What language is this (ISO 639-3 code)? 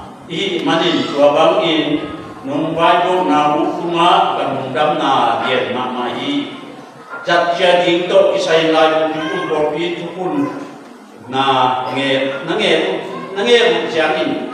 ctd